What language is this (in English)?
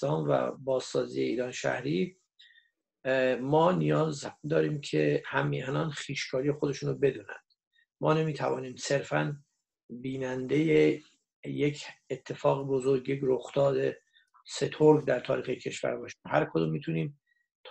Persian